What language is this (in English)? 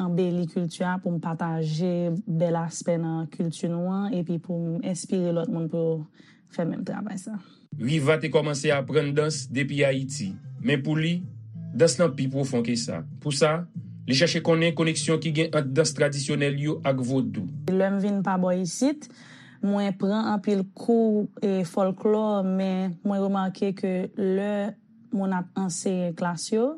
Haitian Creole